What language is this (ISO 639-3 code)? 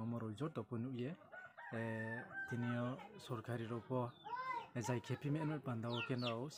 ria